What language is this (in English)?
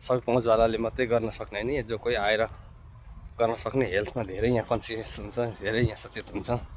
Nepali